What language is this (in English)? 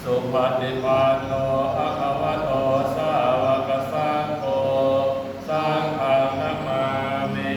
Pali